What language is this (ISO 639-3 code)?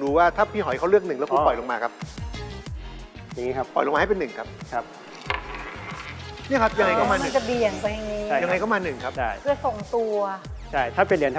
tha